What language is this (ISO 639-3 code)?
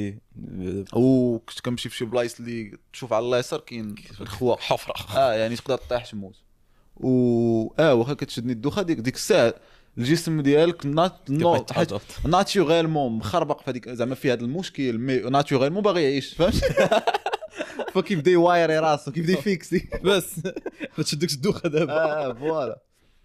ary